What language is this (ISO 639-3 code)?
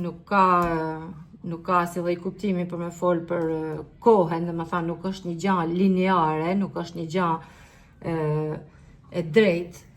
sqi